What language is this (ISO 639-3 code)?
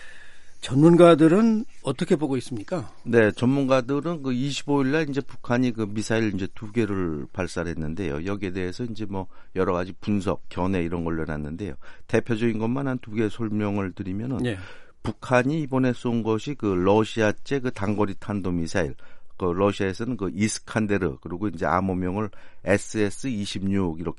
kor